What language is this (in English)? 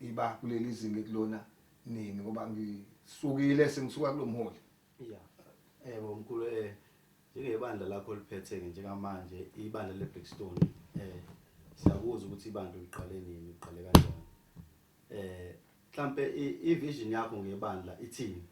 Zulu